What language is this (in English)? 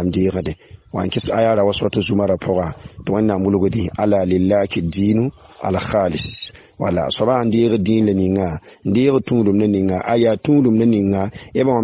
Mossi